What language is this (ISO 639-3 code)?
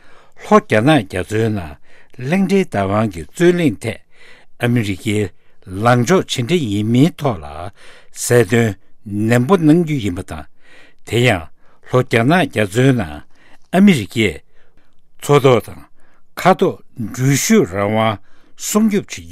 bod